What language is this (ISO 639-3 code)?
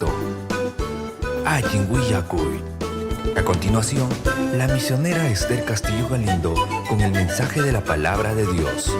quy